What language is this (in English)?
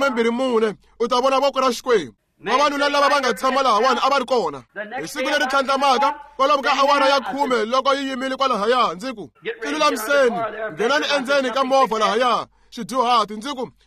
Tsonga